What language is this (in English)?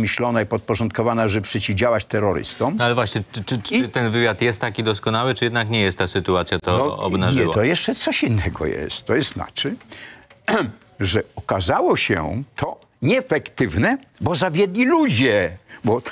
Polish